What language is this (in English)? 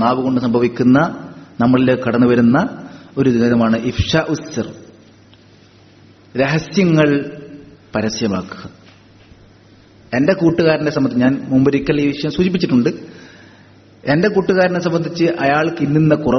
Malayalam